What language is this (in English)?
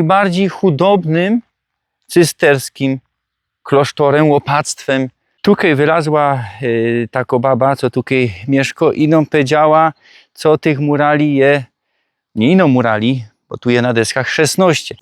Silesian